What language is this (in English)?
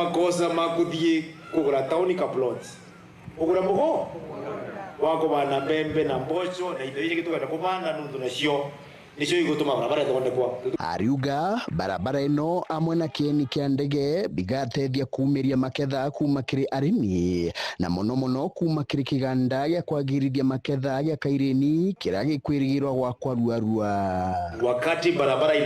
Meru